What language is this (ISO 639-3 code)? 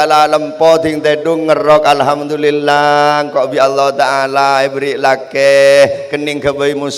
mad